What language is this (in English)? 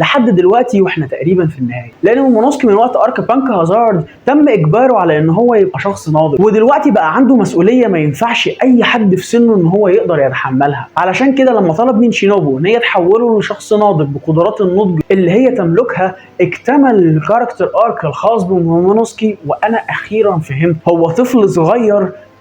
Egyptian Arabic